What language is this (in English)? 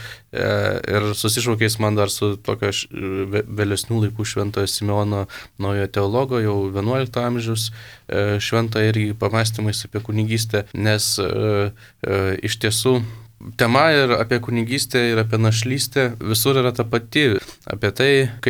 Lithuanian